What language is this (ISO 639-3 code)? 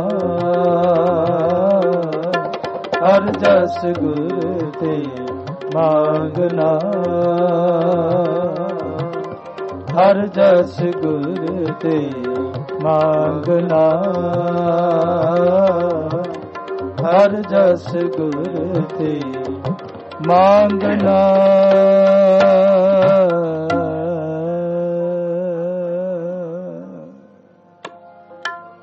pan